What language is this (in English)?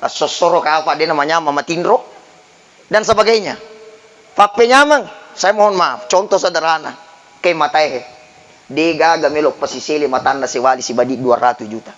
Buginese